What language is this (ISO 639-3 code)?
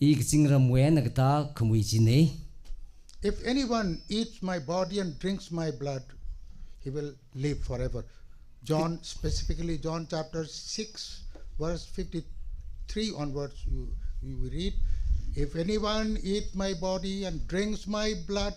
nmf